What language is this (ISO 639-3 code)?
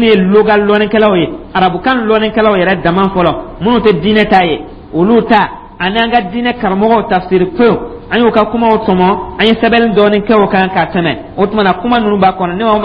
dyu